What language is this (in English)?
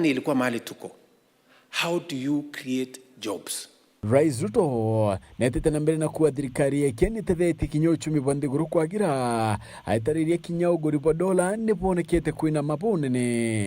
Meru